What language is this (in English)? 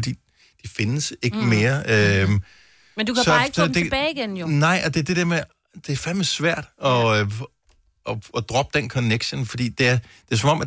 Danish